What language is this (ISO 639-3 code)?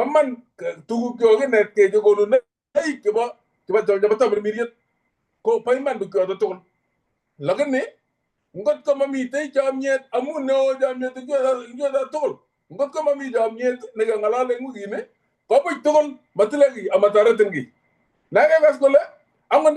kln